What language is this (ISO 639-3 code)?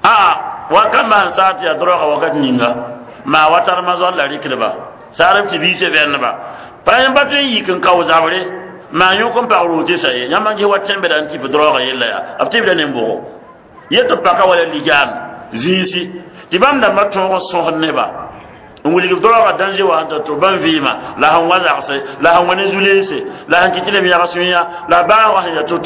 mos